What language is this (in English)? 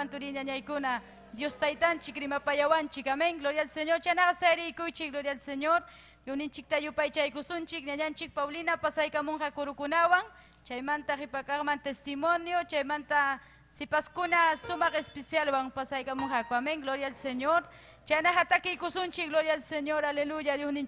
Ayacucho Quechua